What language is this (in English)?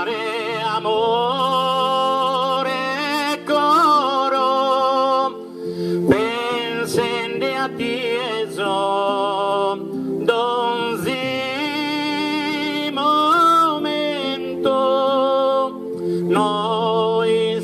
Sardinian